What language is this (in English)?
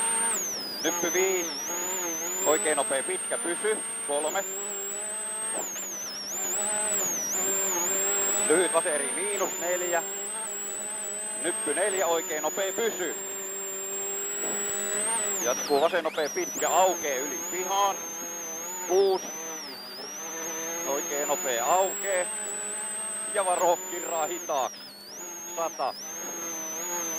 Finnish